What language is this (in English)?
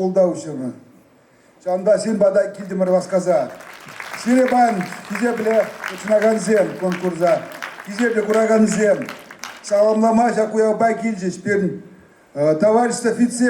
Chuvash